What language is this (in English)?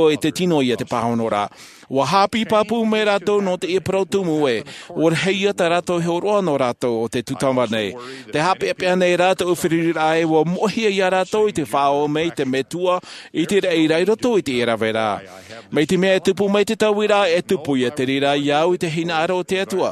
Tahitian